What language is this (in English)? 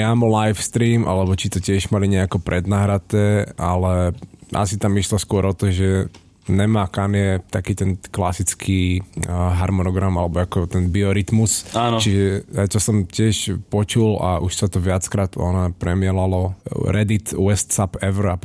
Slovak